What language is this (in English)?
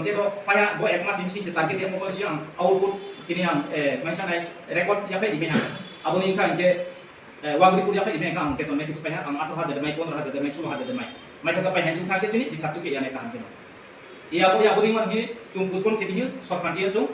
Riang (India)